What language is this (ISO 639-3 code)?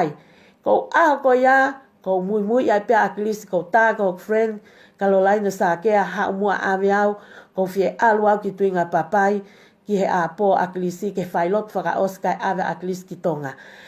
ton